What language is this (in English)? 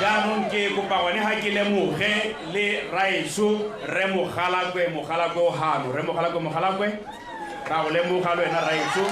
Tswana